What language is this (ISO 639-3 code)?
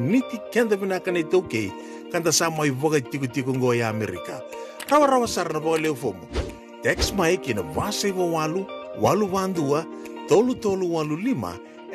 fij